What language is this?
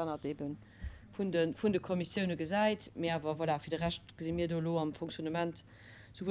Luxembourgish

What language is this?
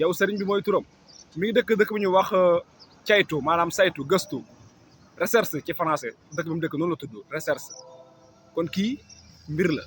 Wolof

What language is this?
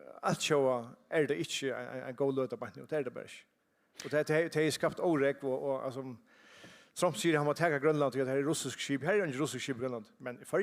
Faroese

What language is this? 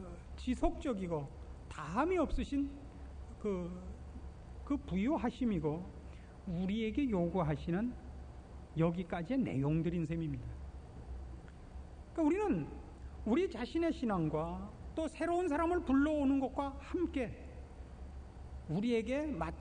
Korean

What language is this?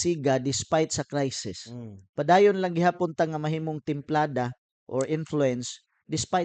Cebuano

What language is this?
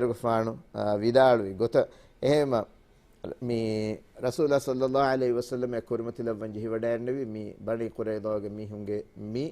Divehi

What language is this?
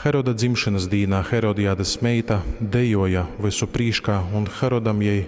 Latgalian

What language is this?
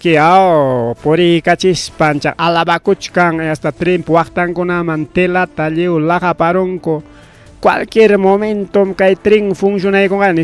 Ayacucho Quechua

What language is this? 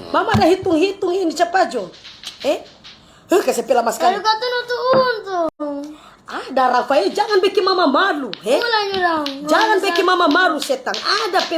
Manado Malay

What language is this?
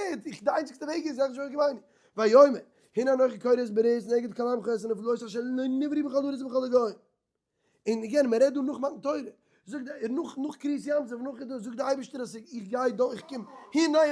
Yiddish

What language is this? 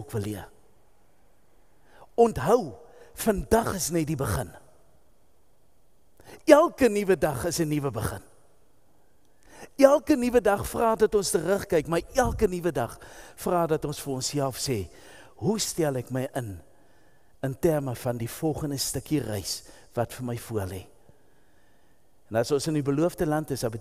Afrikaans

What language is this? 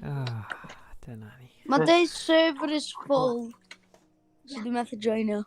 Welsh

